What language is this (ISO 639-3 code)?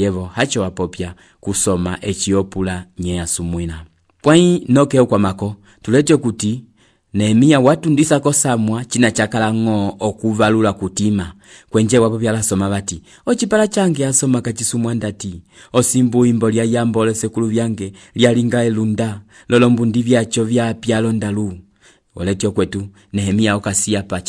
umb